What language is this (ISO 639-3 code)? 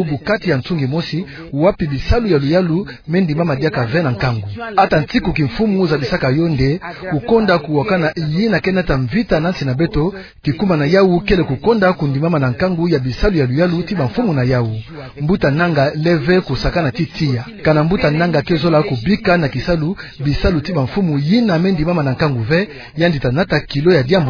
ktu